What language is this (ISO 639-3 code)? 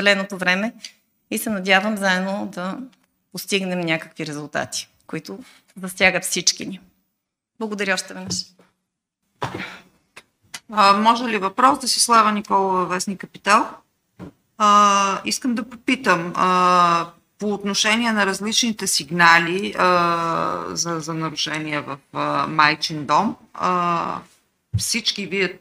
bul